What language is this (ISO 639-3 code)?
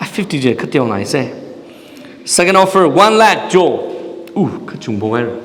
nmf